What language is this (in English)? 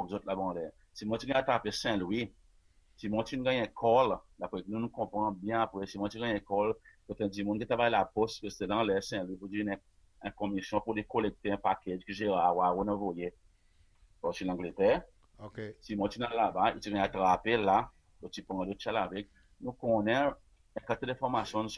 Seselwa Creole French